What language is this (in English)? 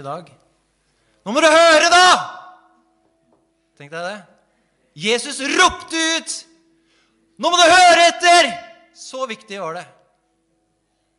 Norwegian